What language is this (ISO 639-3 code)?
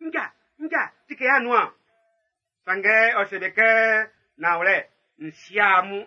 bci